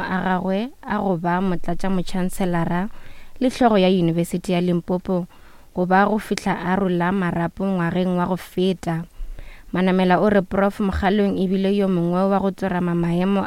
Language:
Northern Sotho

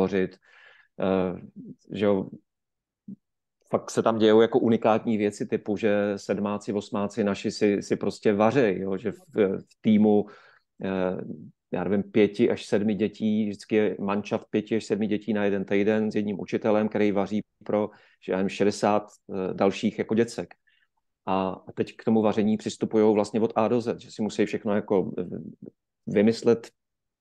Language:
Czech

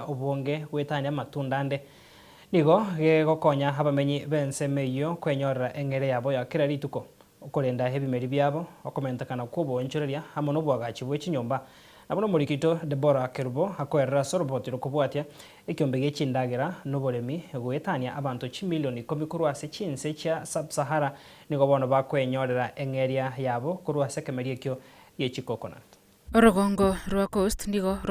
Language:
Gusii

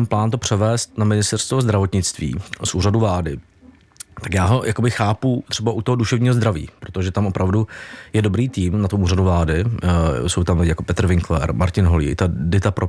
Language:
Czech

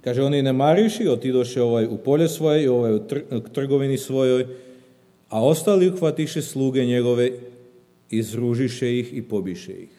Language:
Serbian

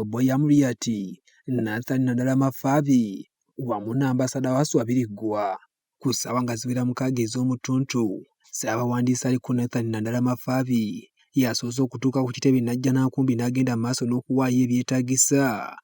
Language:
Ganda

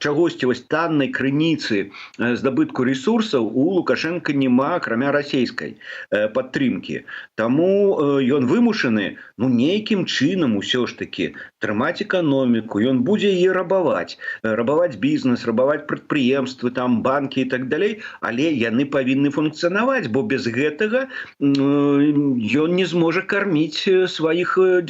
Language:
Belarusian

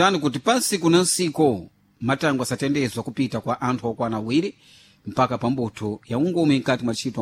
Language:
Sena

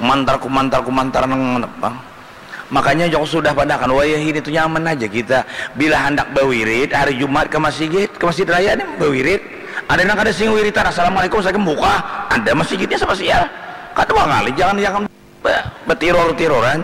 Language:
Banjar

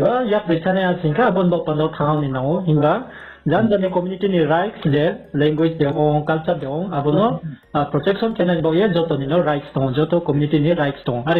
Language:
Riang (India)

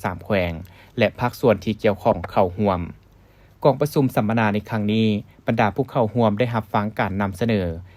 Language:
Lao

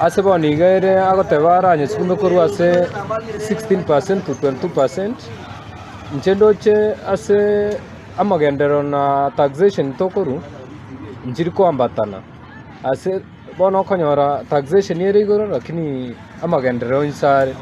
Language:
Gusii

